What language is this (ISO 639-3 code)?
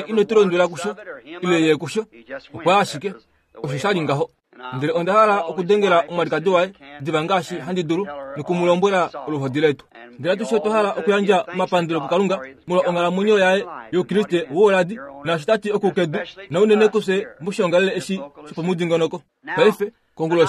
kua